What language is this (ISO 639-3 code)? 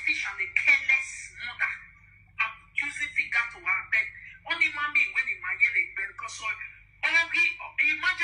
pcm